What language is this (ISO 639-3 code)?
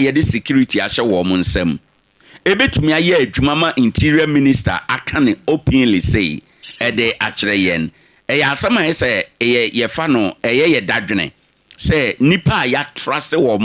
aka